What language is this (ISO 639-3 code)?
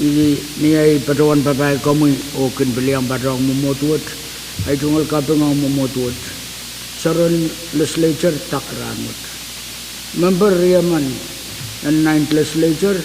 pon